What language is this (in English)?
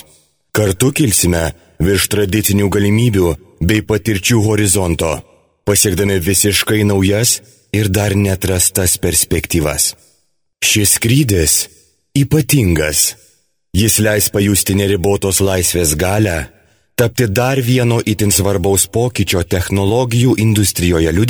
Lithuanian